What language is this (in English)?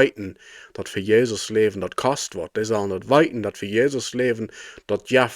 Plautdietsch